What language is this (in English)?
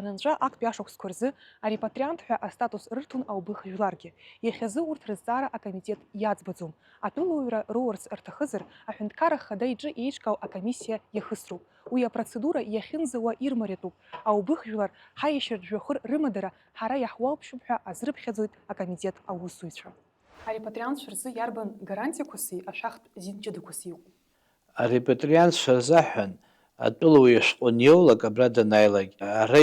Abkhazian